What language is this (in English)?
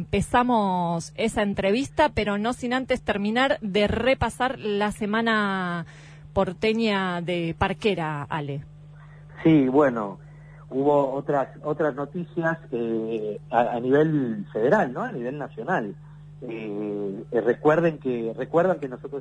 Spanish